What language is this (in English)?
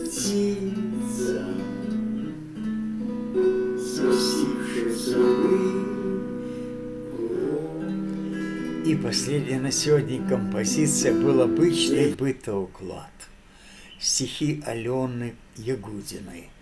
Russian